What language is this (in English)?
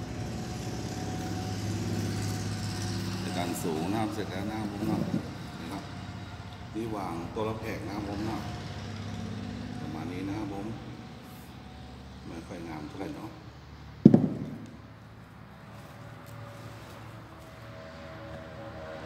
Thai